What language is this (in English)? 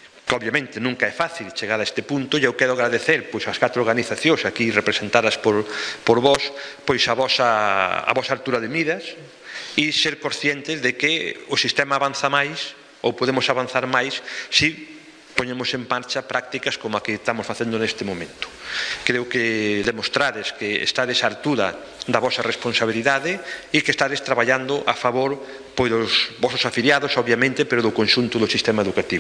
Galician